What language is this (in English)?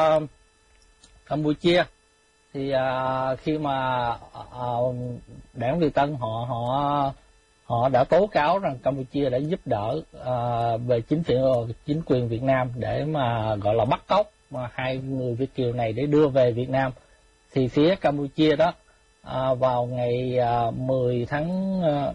Vietnamese